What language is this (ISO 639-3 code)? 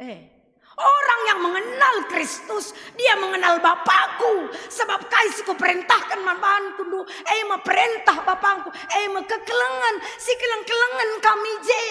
btx